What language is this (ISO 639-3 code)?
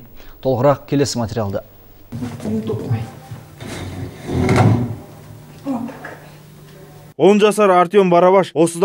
kaz